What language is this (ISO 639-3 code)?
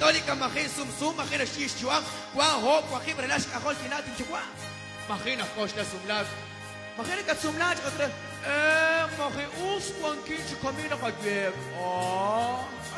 kek